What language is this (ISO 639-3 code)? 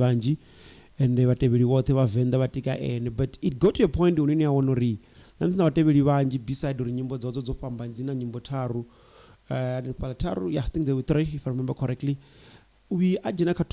ven